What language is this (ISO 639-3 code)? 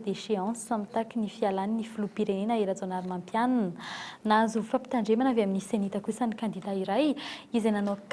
mlg